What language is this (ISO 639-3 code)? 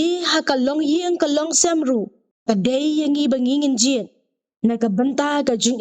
kha